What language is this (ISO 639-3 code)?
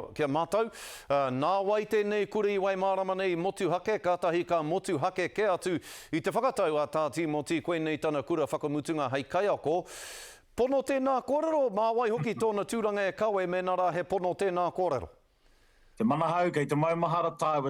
mri